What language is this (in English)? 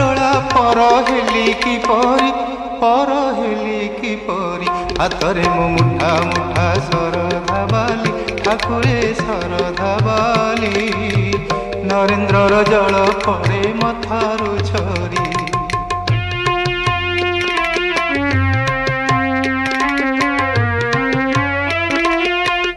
Odia